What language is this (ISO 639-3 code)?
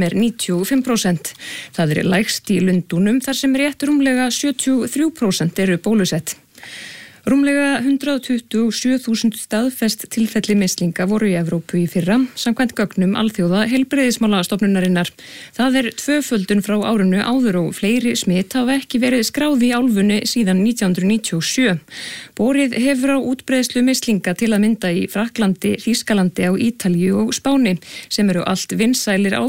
isl